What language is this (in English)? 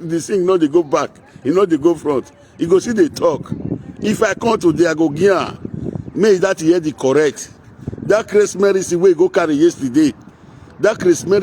Nigerian Pidgin